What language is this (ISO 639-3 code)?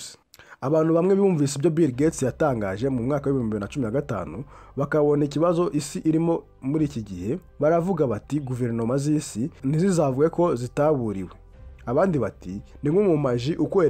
kin